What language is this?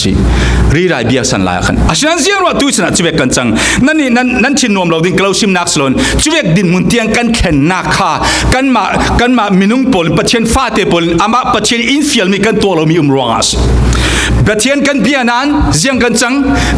Falam Chin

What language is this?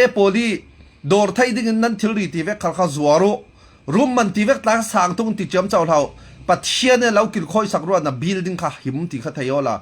Falam Chin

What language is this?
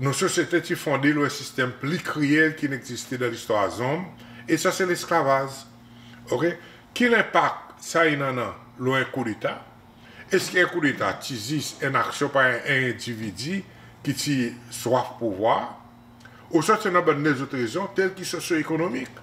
Seselwa Creole French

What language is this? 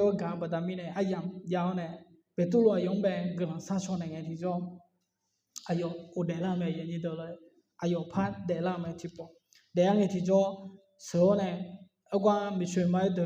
Akha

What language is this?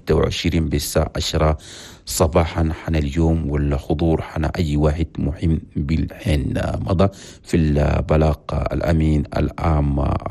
Chadian Arabic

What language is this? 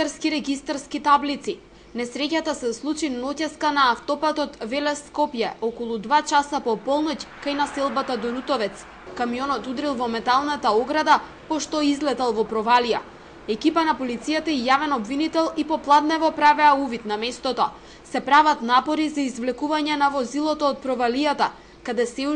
Macedonian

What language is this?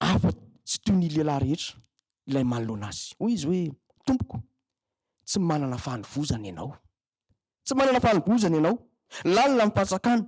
Malagasy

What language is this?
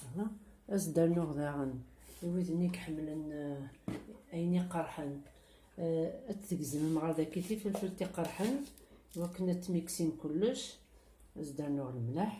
Kabyle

